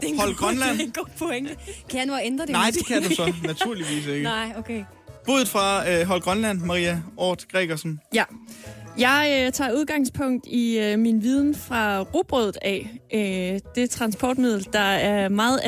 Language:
Danish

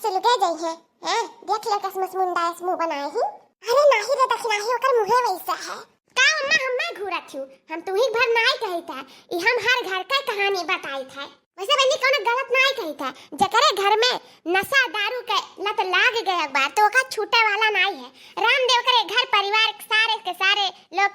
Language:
Awadhi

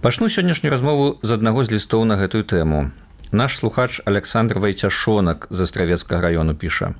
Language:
Belarusian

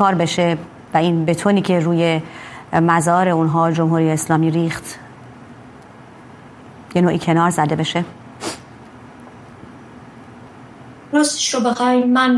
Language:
Persian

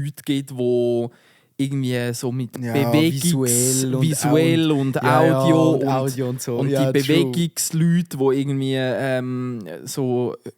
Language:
Swiss German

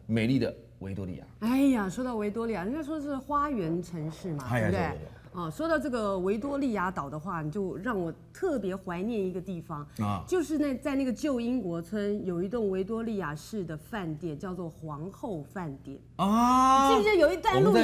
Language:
Chinese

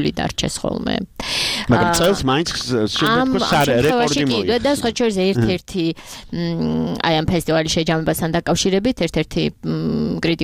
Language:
Georgian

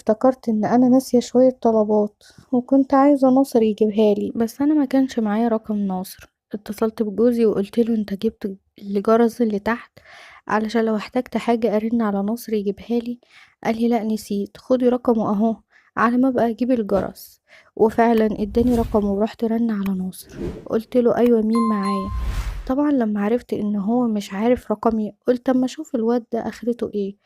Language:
Egyptian Arabic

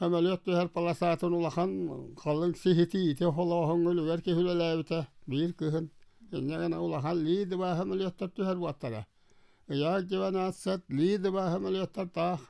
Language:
Yakut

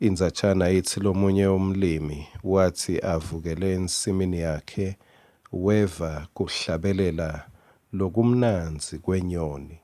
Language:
Swati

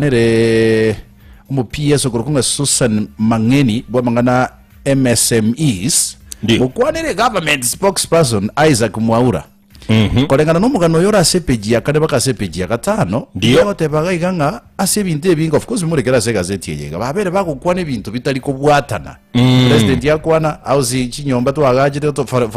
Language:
Gusii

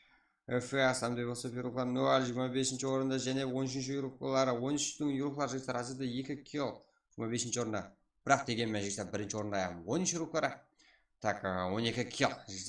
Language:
Kara-Kalpak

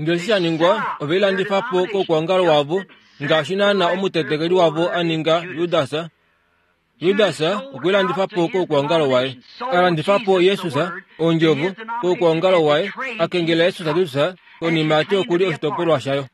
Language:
Kuanyama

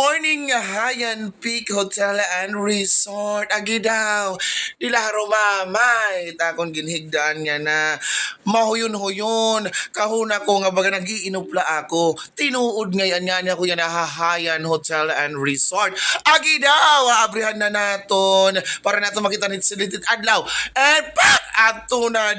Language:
Waray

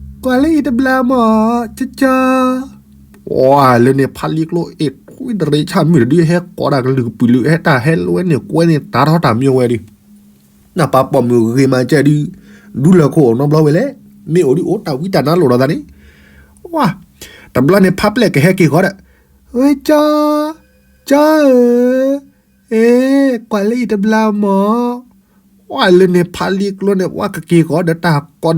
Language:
S'gaw Karen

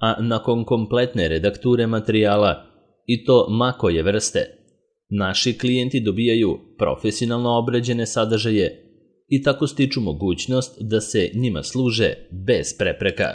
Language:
Serbian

